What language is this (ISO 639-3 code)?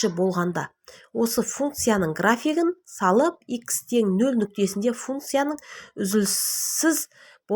kaz